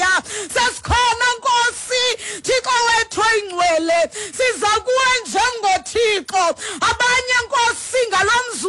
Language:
Xhosa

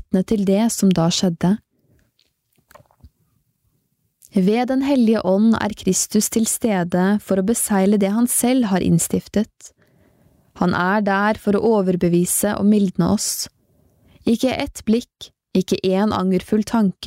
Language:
Norwegian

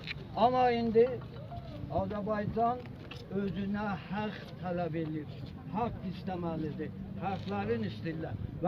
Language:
South Azerbaijani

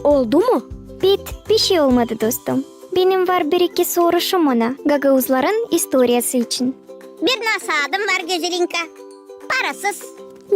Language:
Gagauz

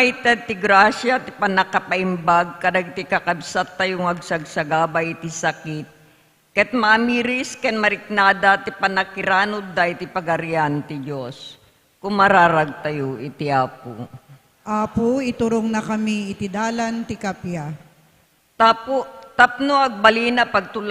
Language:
Iloko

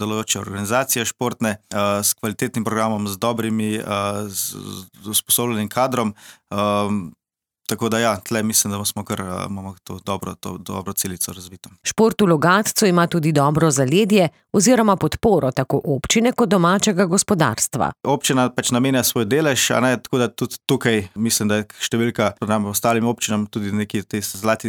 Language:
Slovenian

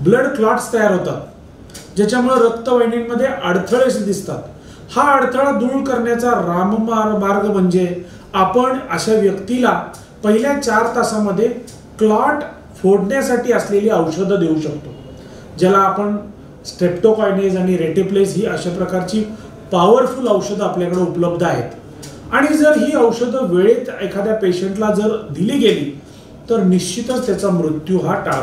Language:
Marathi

